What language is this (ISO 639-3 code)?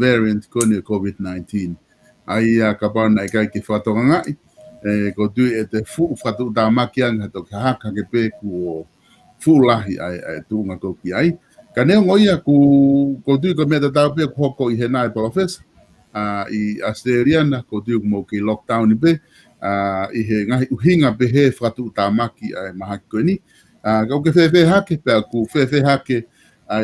ton